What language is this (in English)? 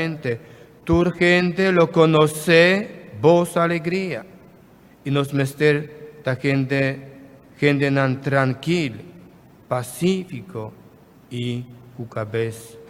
Papiamento